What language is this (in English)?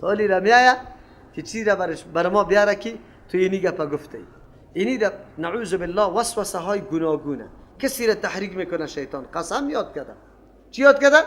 Persian